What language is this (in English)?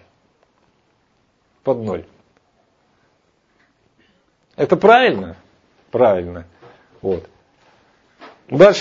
Russian